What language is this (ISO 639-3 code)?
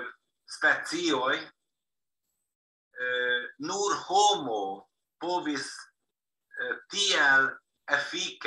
epo